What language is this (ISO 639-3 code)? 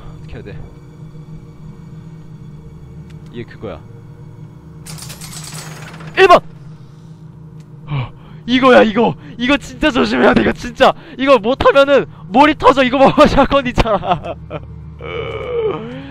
kor